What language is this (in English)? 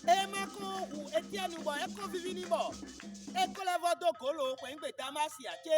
Fon